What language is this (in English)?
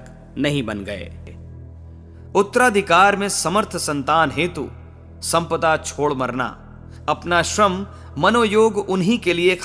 Hindi